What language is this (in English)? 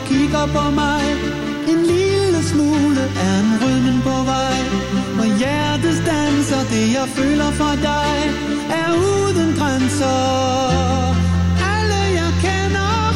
Danish